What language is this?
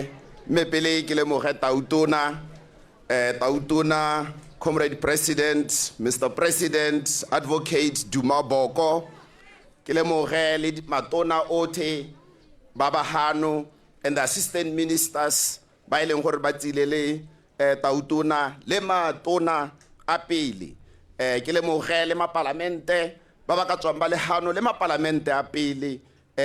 Tswana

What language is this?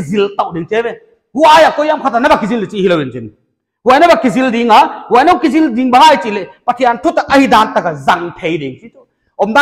Paite Chin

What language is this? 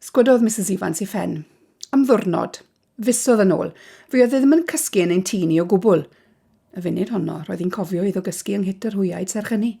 Welsh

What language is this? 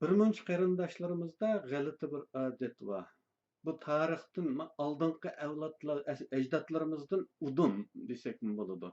Uyghur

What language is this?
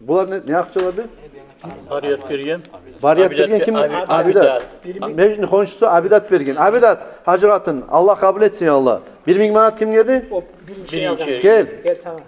Kumyk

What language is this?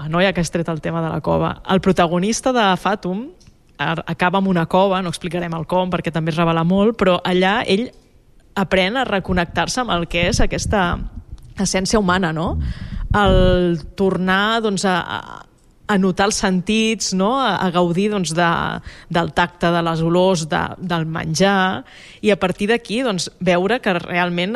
Catalan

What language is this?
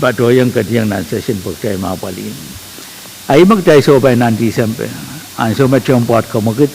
Pohnpeian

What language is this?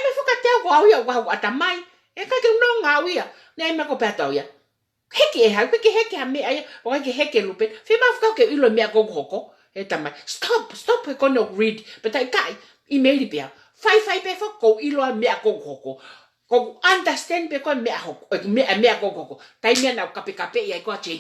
Tongan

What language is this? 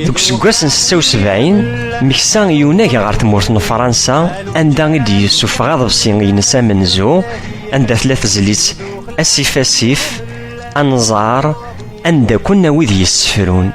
Kabyle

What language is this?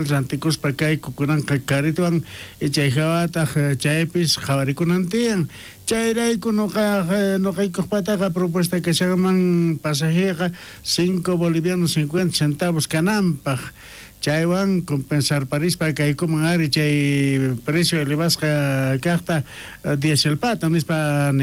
South Bolivian Quechua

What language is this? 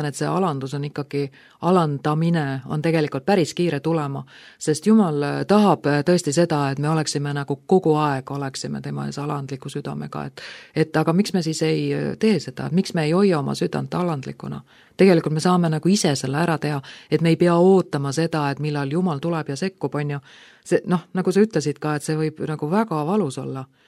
Estonian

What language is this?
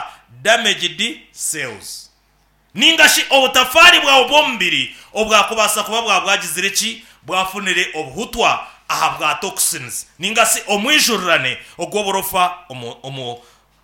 Nyankole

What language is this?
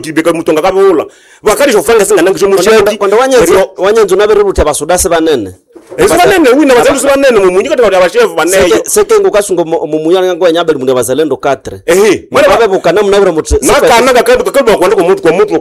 Nande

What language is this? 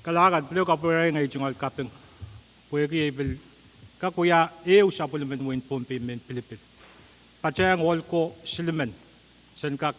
Pohnpeian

